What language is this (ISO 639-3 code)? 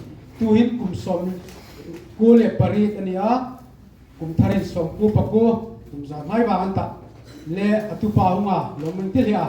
hmr